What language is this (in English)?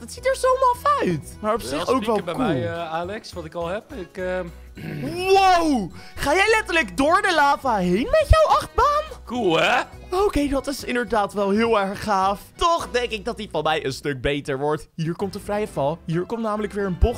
Dutch